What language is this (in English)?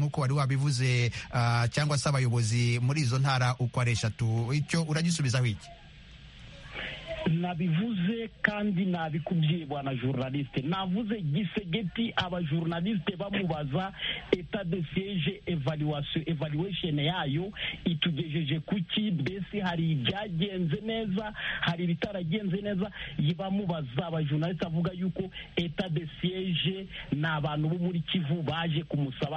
Kinyarwanda